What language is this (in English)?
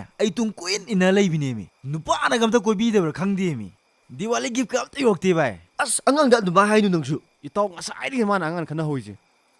Manipuri